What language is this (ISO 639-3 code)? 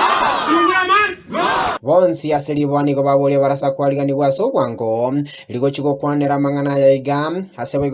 guz